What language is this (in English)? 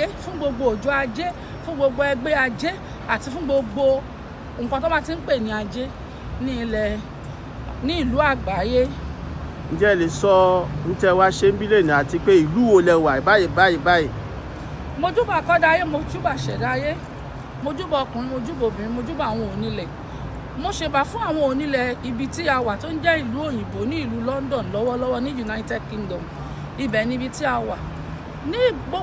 Yoruba